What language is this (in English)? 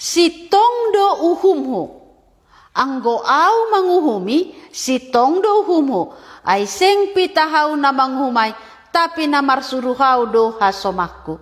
Batak Simalungun